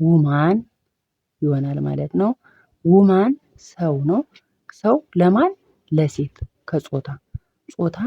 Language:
Amharic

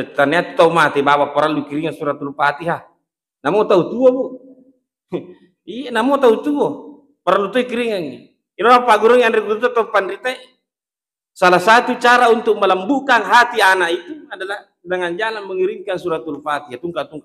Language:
Buginese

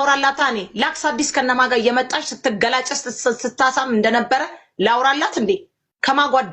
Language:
Amharic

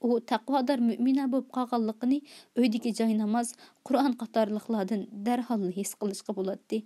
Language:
Uyghur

